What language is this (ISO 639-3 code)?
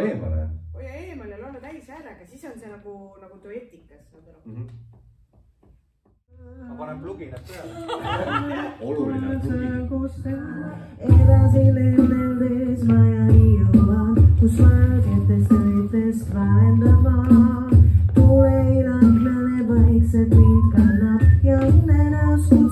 est